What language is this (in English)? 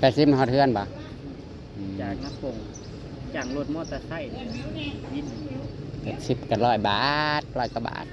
Northeastern Thai